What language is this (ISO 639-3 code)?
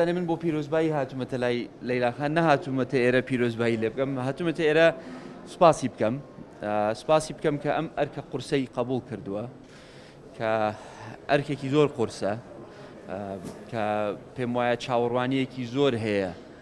ckb